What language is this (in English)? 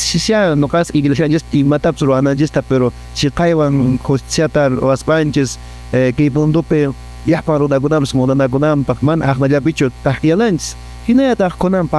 Quechua